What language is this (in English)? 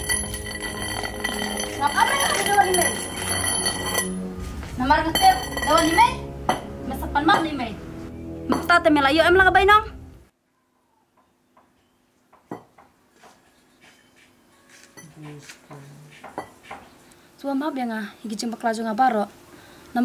Khasi